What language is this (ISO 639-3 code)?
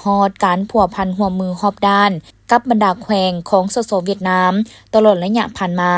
lao